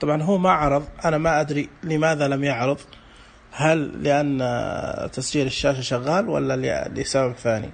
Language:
Najdi Arabic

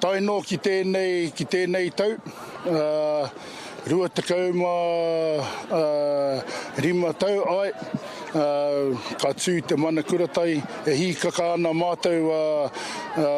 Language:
Māori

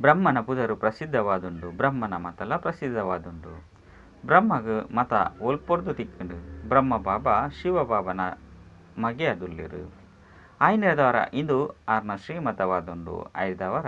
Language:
Tulu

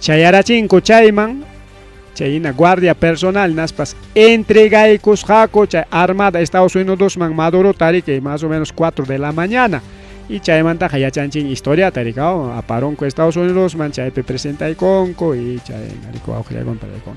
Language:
Ayacucho Quechua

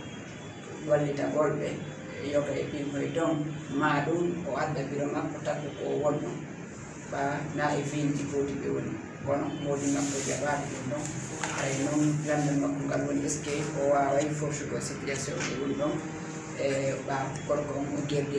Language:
Fula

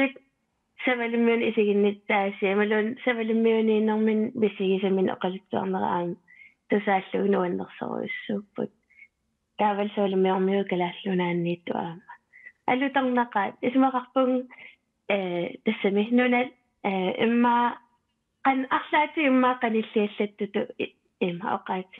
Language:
Kalaallisut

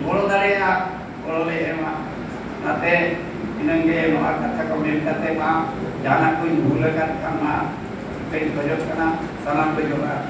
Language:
Santali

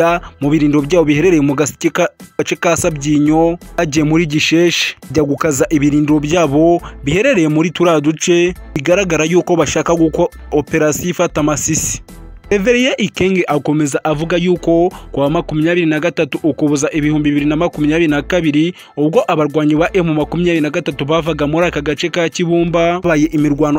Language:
Kinyarwanda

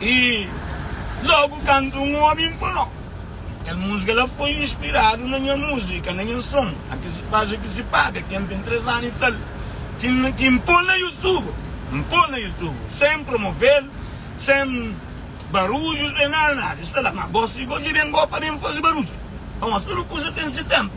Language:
Kabuverdianu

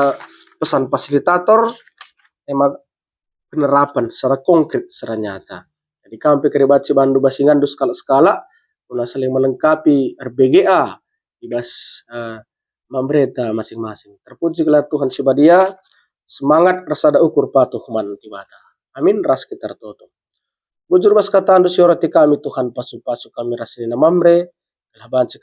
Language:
Batak Karo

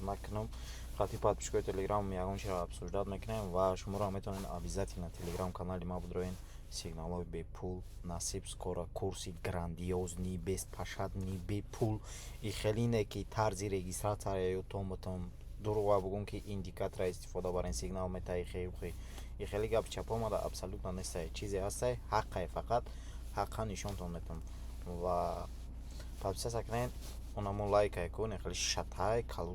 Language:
Tajik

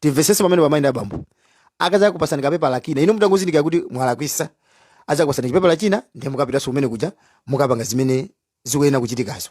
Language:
Nyanja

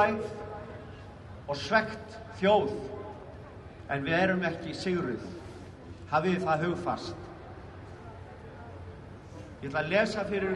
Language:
Icelandic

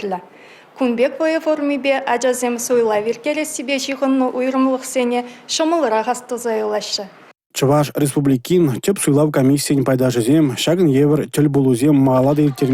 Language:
Chuvash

